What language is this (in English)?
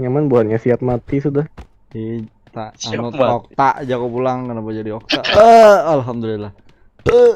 Banjar